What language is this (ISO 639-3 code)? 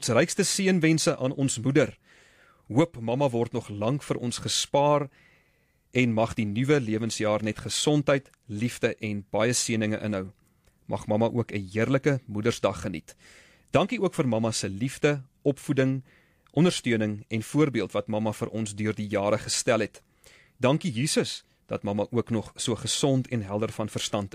afr